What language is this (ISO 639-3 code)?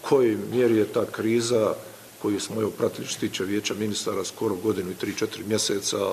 bos